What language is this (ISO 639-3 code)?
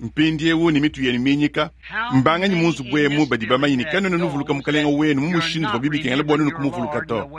lua